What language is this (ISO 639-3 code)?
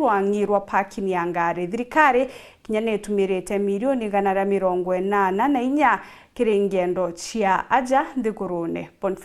mer